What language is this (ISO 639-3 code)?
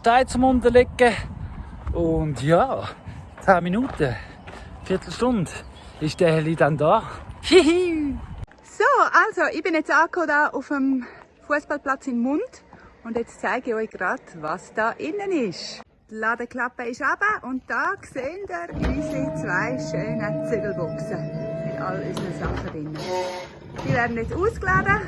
gsw